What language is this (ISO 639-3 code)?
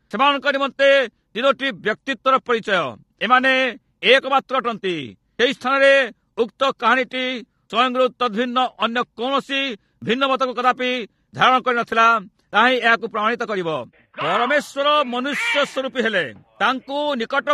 ori